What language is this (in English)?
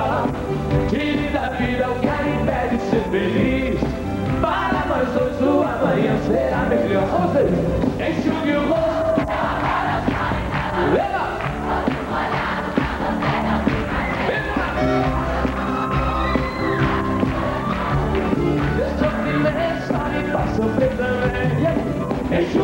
Portuguese